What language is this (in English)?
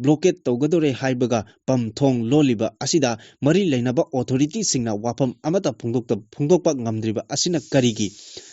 Manipuri